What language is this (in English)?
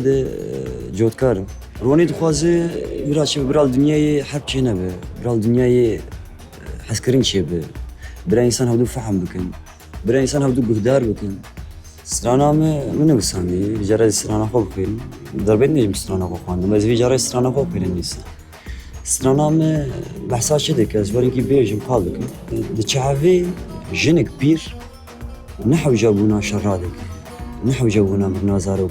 Kurdish